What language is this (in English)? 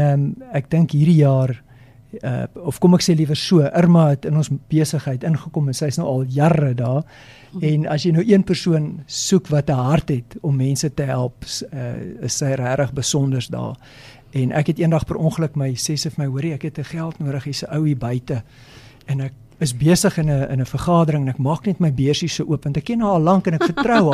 Afrikaans